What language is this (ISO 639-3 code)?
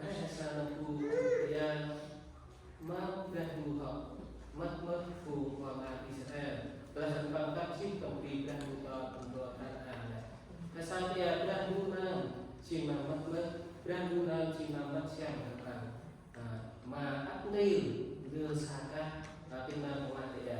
cmo